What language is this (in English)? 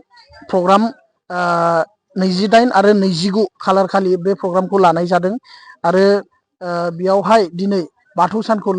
Bodo